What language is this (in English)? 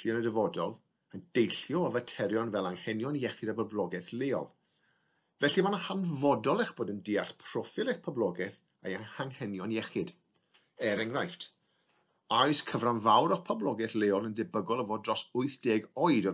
Welsh